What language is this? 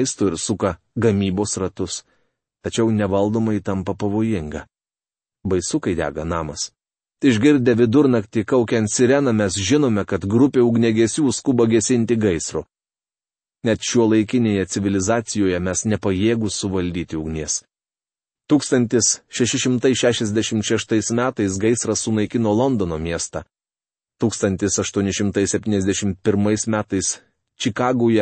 Lithuanian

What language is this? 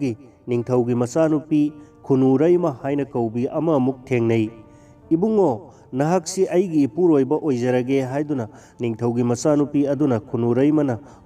Manipuri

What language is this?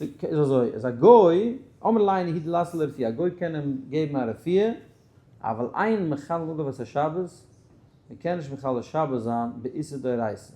Yiddish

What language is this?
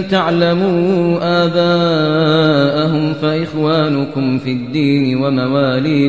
Kashmiri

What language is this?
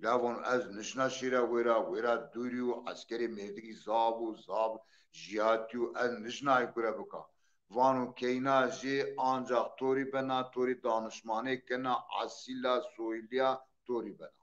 Zaza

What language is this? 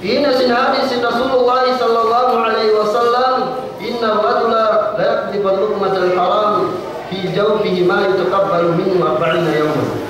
Yakan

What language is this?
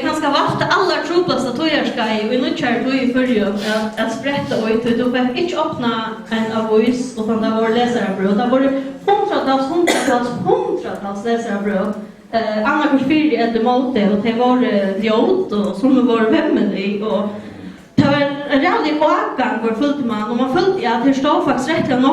Faroese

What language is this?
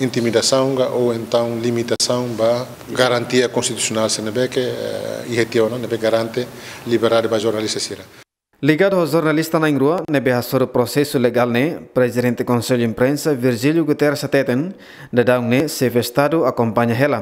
Tetum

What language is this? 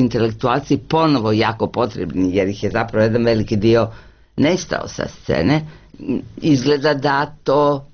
Croatian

